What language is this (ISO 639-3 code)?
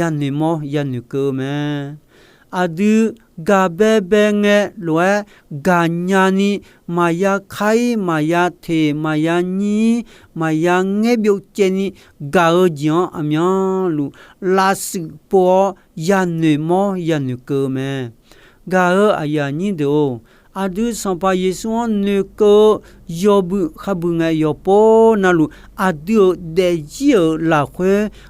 ahk